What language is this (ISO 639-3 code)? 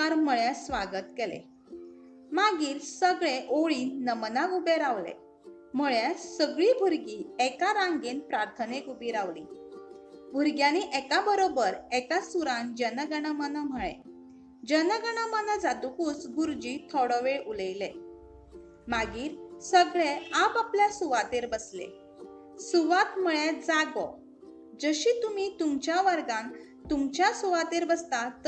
kok